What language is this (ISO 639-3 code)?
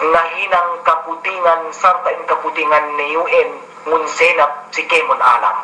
yka